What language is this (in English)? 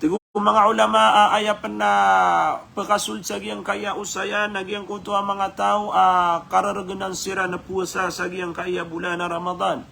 Maranao